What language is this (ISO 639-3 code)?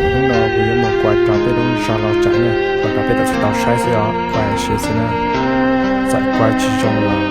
hmn